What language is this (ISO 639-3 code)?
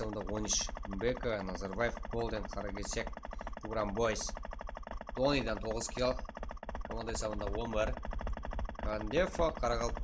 kaa